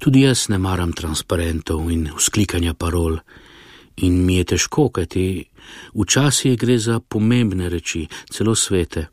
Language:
Slovenian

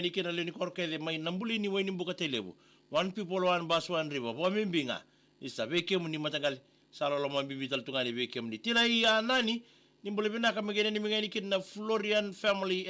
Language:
Fijian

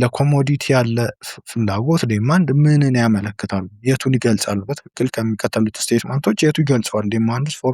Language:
Amharic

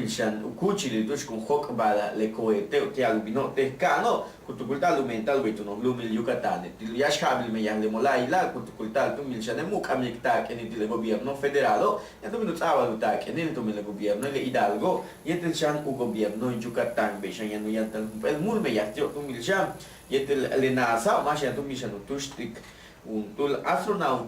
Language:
Yucateco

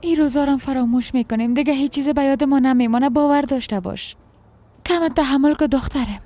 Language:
Persian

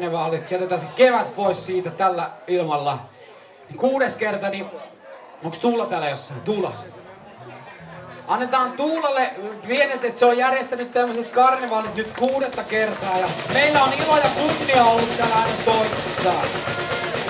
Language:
Finnish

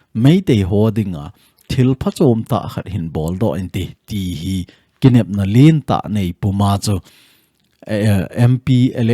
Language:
Thado Chin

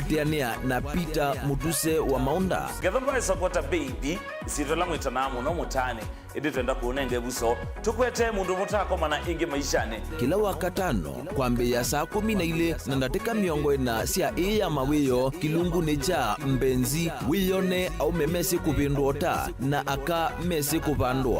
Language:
Kamba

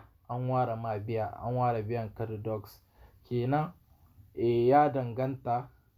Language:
Hausa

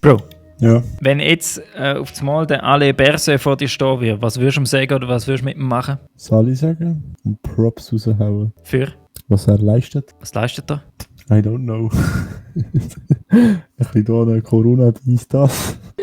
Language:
Swiss German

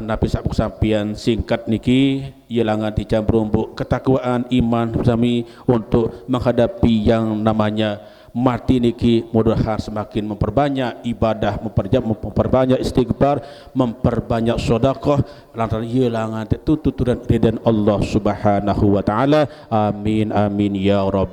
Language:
Sasak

